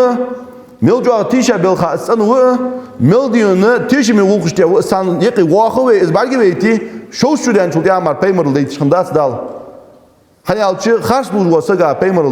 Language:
Ingush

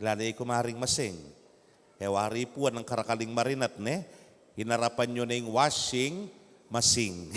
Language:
Pampanga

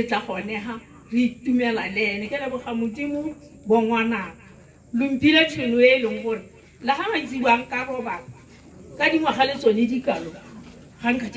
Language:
Tswana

